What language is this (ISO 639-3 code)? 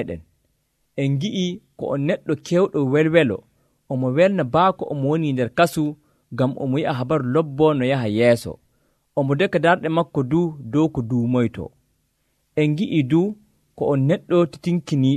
fuv